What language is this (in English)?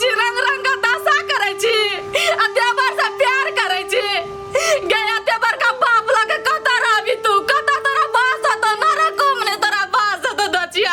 Maithili